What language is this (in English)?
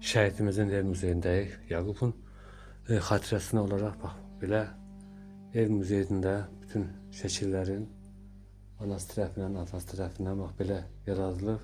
Azerbaijani